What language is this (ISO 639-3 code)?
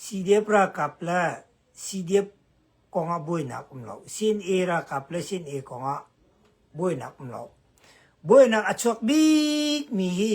cnh